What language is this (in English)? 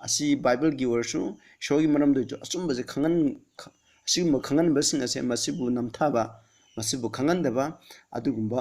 Manipuri